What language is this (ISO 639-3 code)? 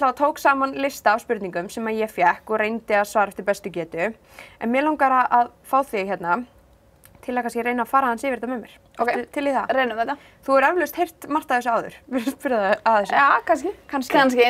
isl